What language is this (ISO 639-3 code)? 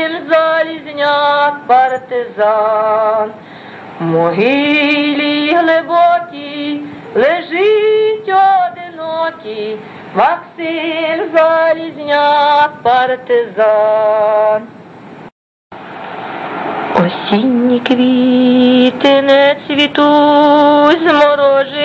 ukr